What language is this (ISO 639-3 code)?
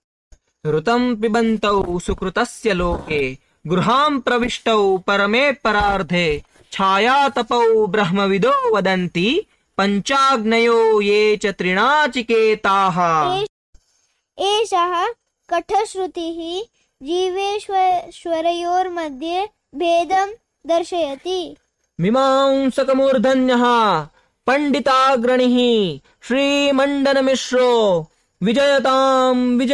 san